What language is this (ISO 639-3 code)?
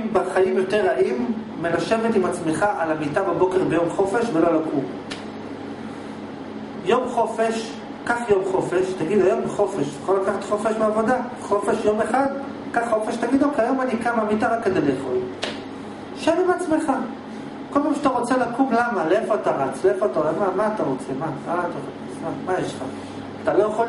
heb